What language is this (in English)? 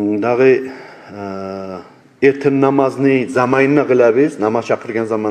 Kumyk